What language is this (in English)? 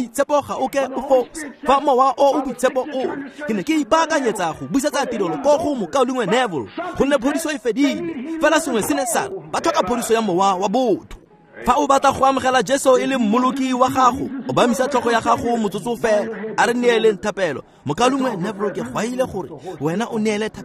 Tswana